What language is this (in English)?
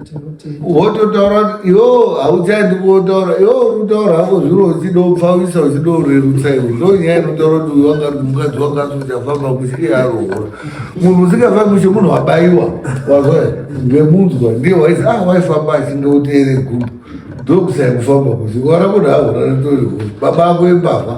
Shona